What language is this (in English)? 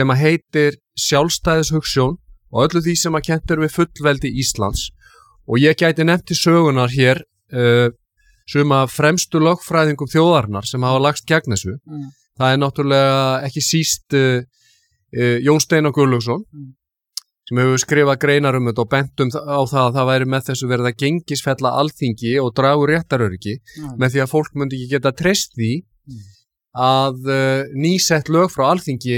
Icelandic